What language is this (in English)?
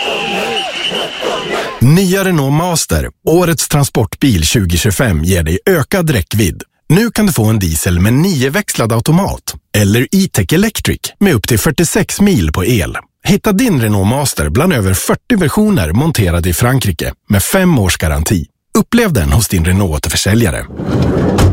Swedish